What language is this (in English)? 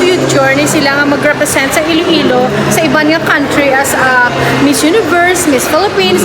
Hiligaynon